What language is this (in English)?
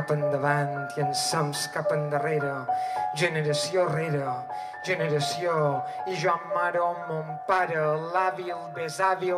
Catalan